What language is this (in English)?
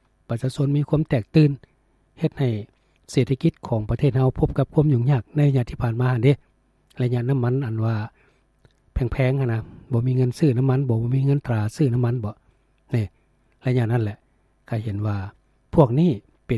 Lao